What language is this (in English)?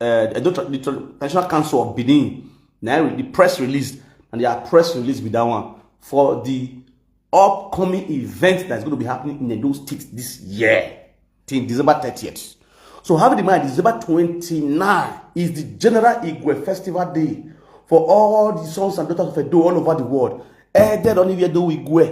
Nigerian Pidgin